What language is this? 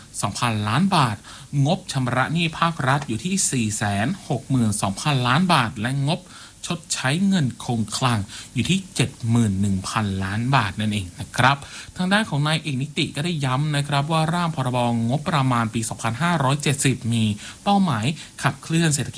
Thai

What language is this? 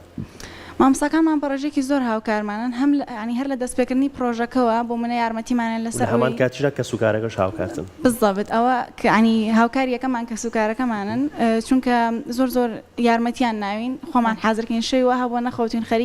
Central Kurdish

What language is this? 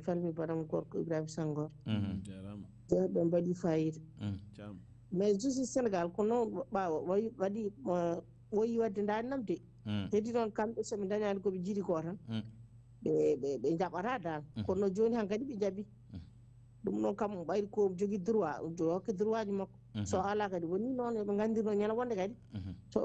Fula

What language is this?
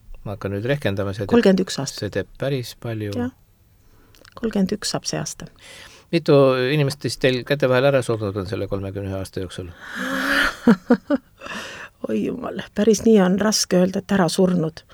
Estonian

